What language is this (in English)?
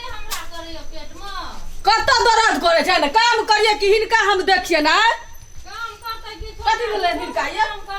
Maithili